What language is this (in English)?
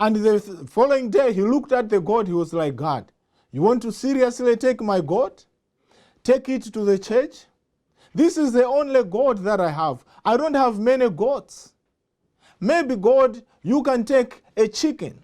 English